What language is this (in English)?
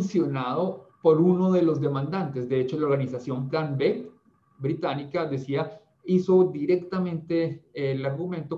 Spanish